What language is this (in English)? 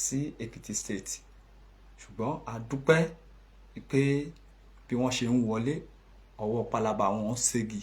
Yoruba